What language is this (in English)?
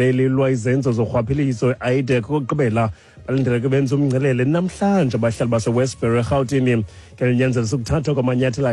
Xhosa